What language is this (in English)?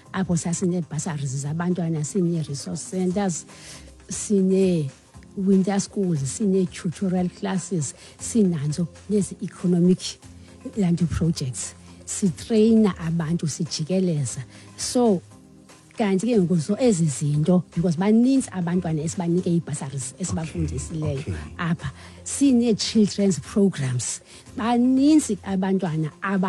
Xhosa